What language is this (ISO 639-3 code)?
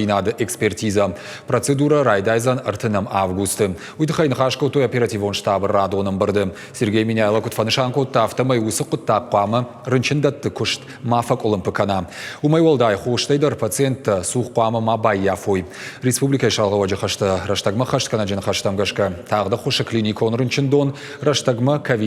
oss